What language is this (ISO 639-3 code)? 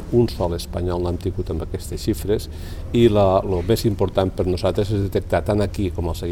cat